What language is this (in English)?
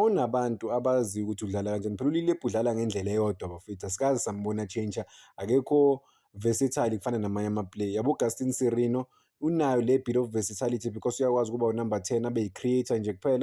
Zulu